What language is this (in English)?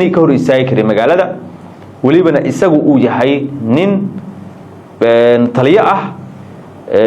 Somali